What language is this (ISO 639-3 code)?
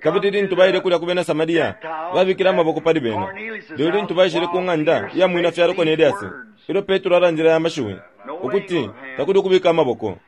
bem